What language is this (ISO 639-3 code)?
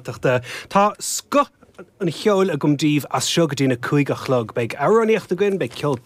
gle